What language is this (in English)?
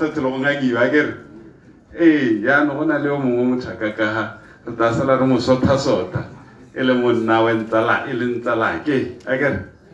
Tswana